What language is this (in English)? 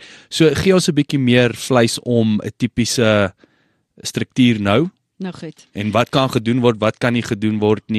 Afrikaans